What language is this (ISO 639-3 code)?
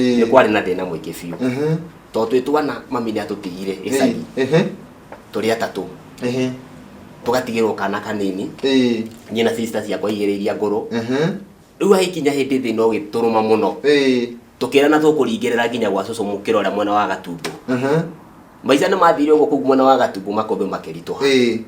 kik